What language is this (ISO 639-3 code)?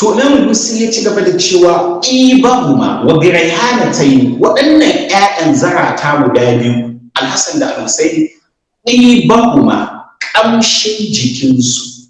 hau